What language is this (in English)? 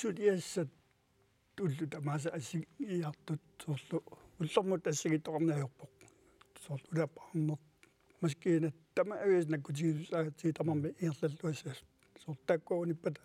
Kalaallisut